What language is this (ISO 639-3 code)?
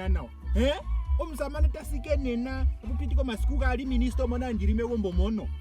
ndo